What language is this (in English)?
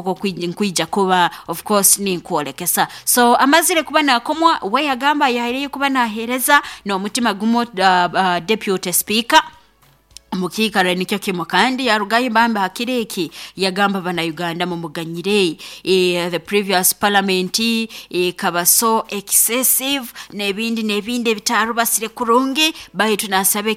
Nyoro